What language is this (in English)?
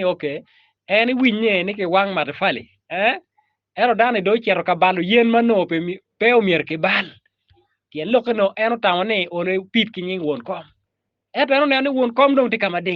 Acoli